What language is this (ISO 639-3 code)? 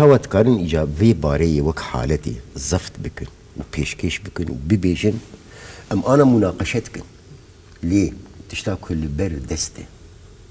kur